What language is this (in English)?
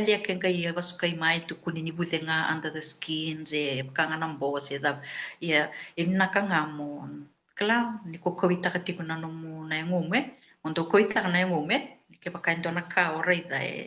Fijian